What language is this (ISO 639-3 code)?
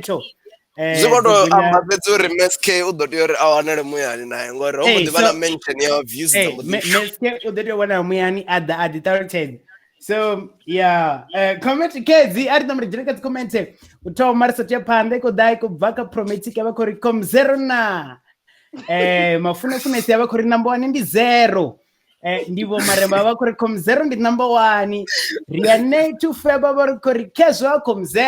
ven